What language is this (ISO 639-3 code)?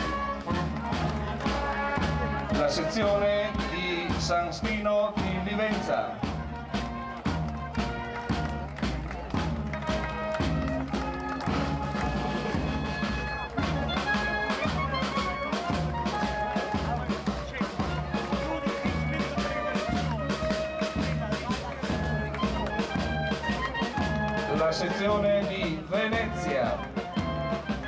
ita